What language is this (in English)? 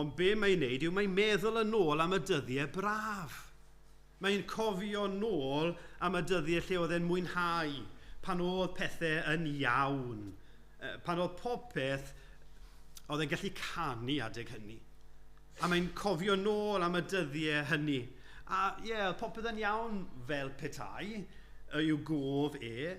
Welsh